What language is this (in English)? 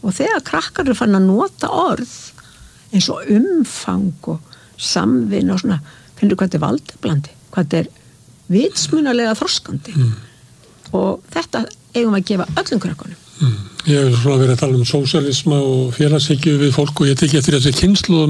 Icelandic